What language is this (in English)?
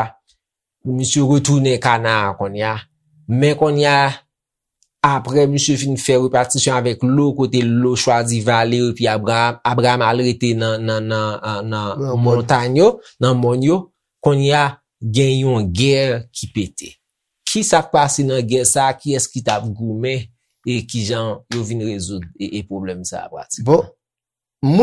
Haitian Creole